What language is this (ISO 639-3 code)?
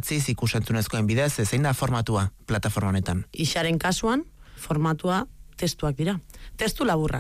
eus